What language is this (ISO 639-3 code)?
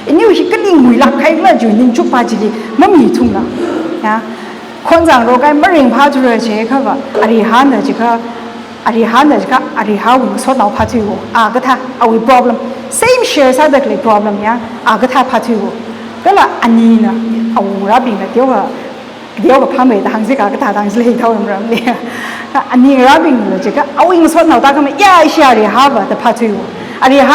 nmf